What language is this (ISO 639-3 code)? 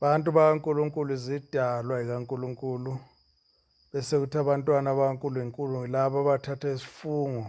zul